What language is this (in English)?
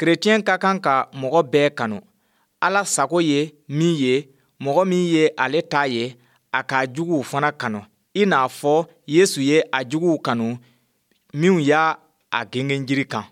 Bambara